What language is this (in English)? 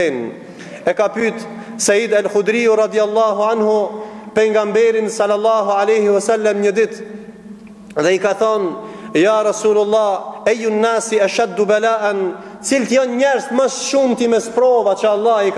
Albanian